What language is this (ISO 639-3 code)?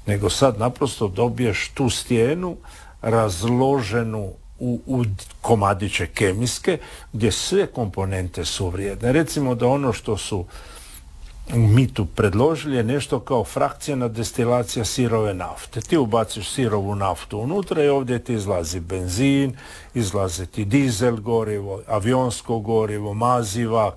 hrv